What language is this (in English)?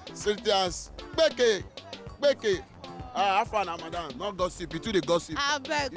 Nigerian Pidgin